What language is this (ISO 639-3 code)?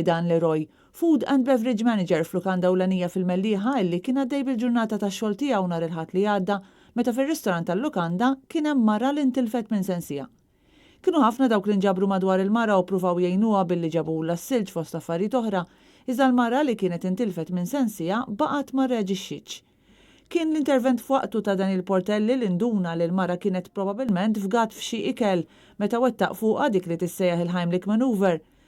mlt